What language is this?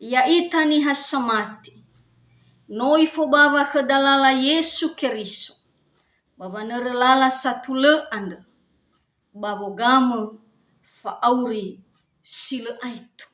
Nias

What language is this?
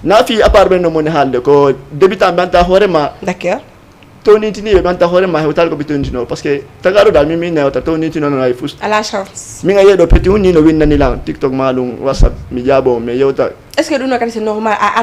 Fula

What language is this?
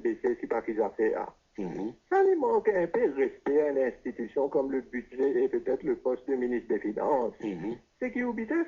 Morisyen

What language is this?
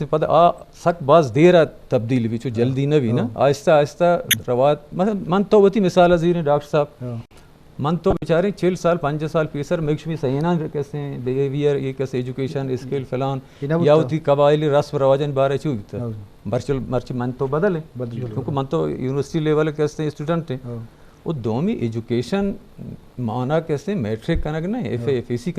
Eastern Balochi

